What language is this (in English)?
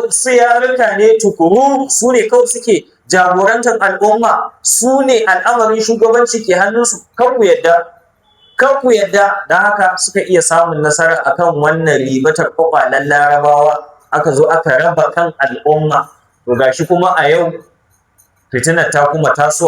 Hausa